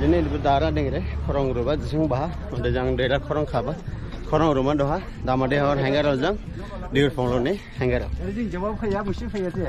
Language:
Dimasa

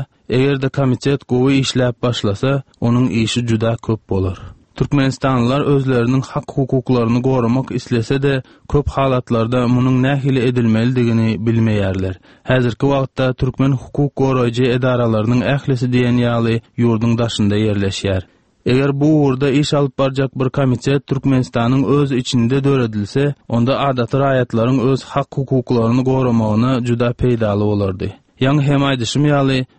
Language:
Turkmen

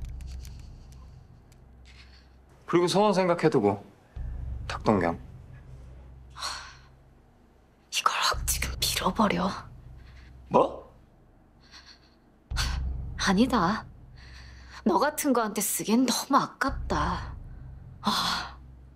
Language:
Korean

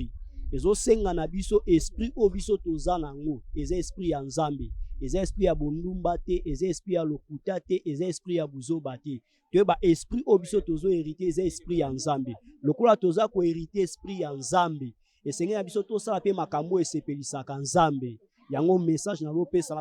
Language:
Lingala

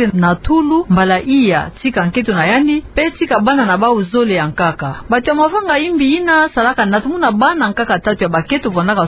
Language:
Kituba (Democratic Republic of Congo)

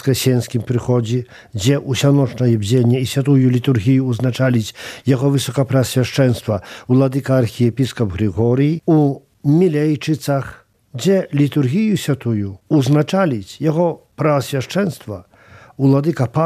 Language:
Belarusian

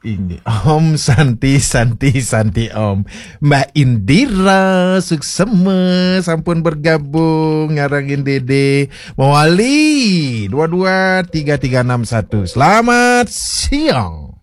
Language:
Balinese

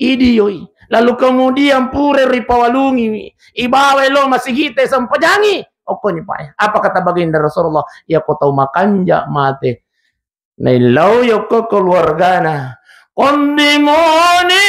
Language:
Buginese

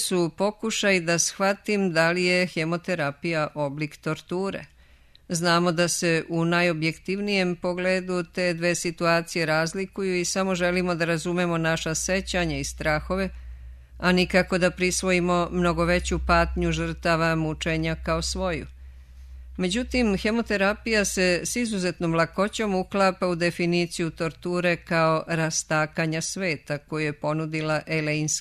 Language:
Serbian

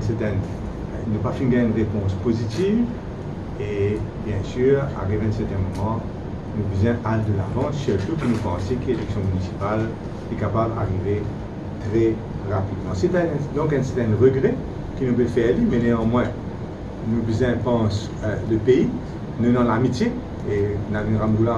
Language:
Morisyen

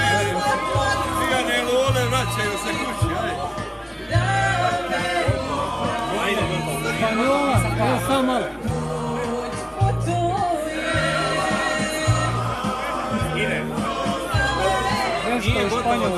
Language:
Croatian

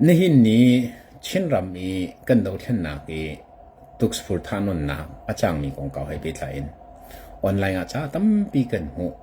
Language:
Hakha Chin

